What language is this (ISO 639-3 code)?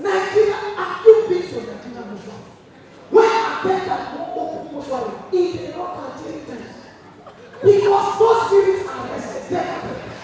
pcm